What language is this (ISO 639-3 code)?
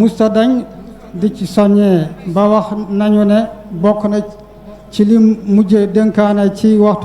wol